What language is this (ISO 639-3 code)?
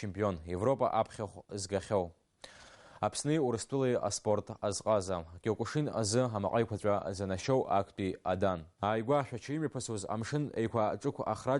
abk